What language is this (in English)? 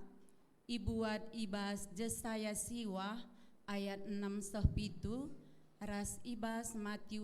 Batak Karo